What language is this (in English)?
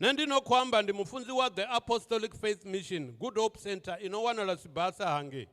Venda